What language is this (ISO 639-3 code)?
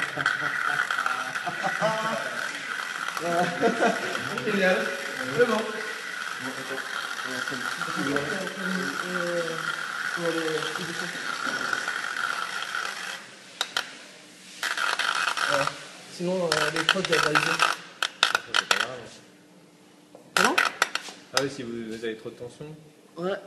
fra